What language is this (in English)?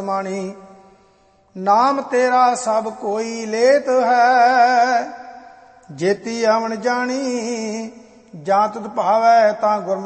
Punjabi